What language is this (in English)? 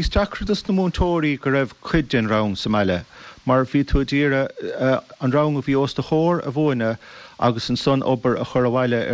Irish